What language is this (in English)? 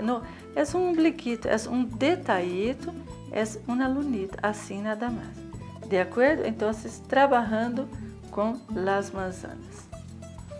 Portuguese